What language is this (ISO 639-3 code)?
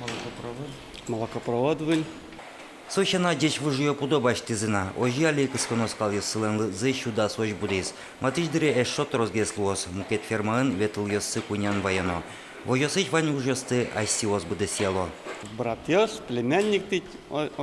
udm